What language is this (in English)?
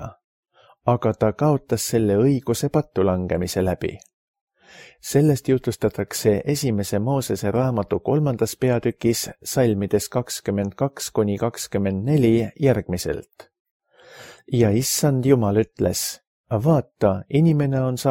Estonian